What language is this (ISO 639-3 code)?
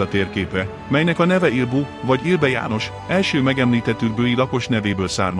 hun